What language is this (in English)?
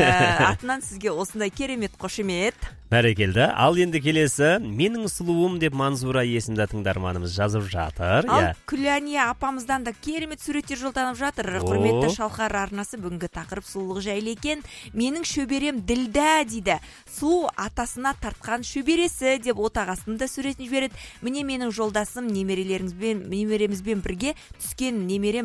Kazakh